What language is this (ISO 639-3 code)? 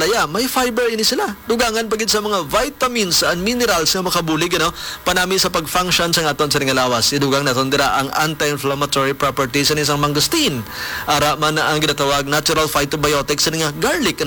hil